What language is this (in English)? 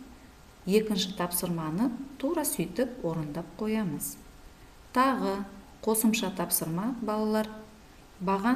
Kazakh